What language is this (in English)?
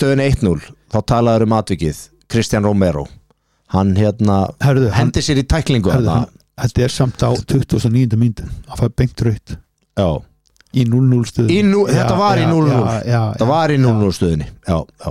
Icelandic